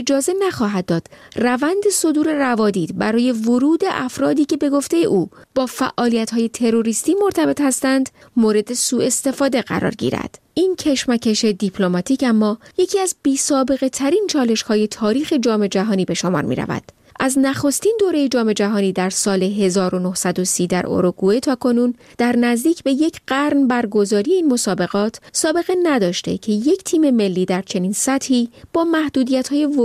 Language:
Persian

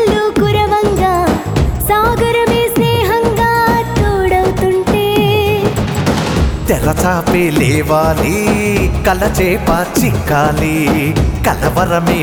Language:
Telugu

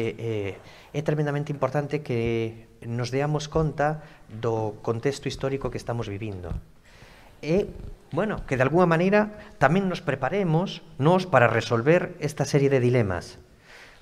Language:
Galician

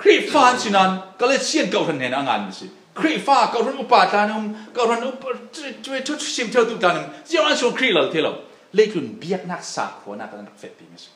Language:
Falam Chin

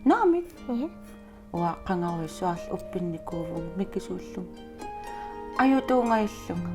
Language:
Kalaallisut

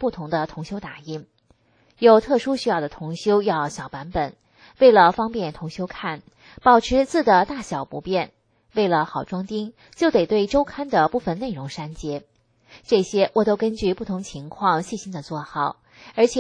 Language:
Chinese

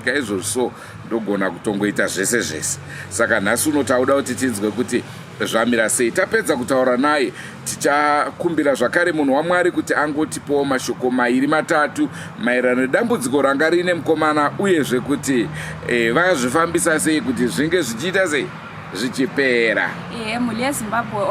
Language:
Shona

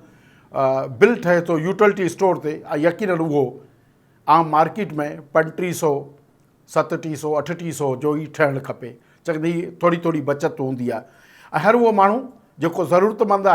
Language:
Sindhi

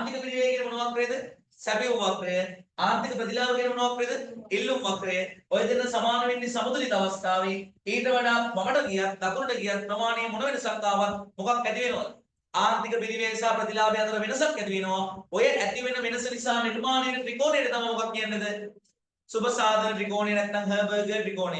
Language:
Sinhala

